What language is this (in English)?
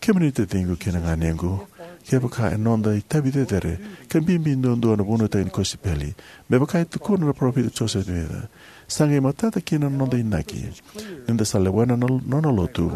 Fijian